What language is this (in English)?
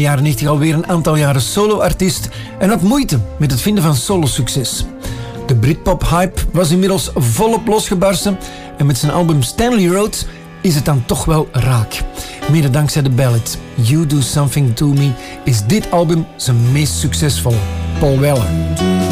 Dutch